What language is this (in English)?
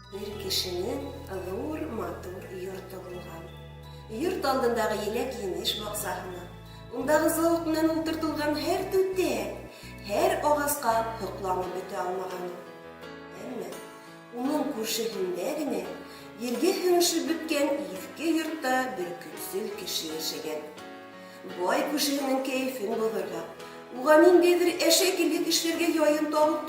Bashkir